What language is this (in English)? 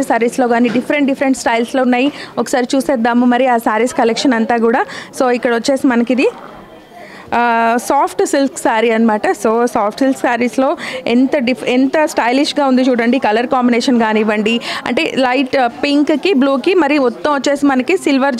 Telugu